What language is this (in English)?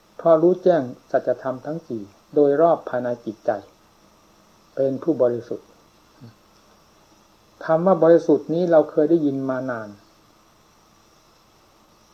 Thai